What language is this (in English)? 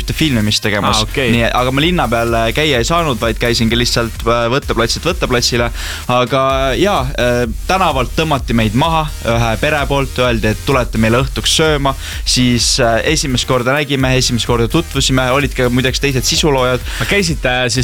Estonian